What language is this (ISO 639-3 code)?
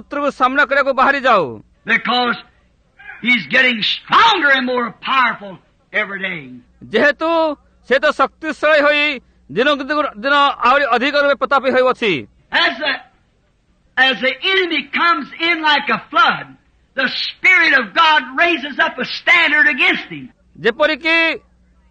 ori